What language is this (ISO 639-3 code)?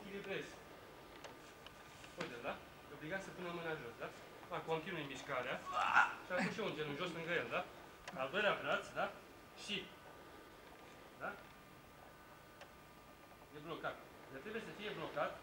ron